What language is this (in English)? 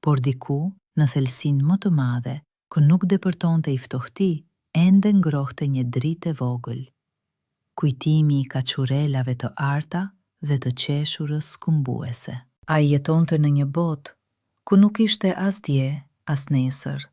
Albanian